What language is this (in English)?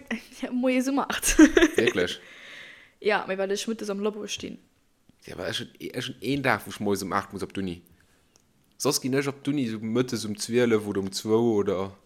Luxembourgish